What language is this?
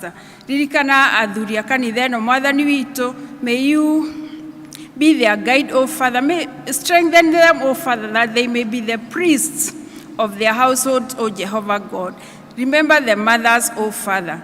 Kikuyu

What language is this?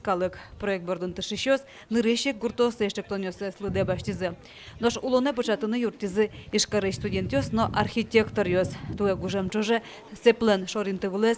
Udmurt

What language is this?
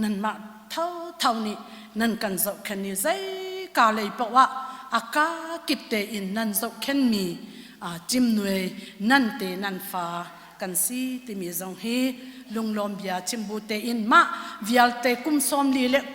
Hakha Chin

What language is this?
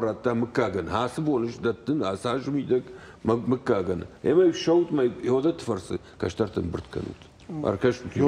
Ossetic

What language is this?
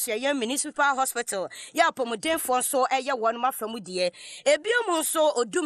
Akan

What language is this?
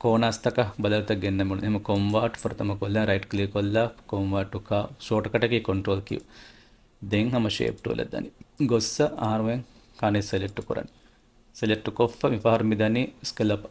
Divehi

